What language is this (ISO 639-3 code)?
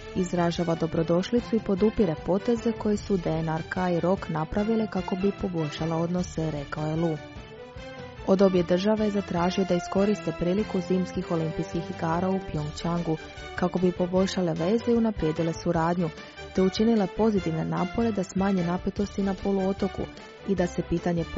hrv